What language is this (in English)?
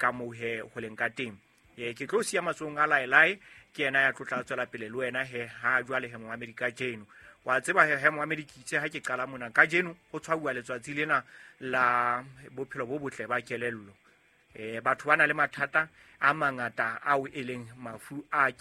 Southern Sotho